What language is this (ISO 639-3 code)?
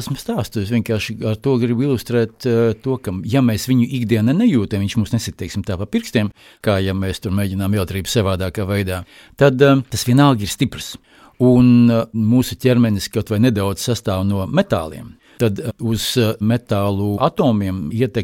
lav